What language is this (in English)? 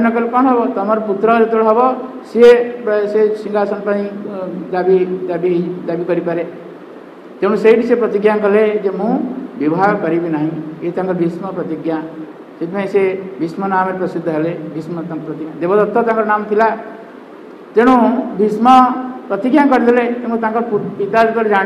Odia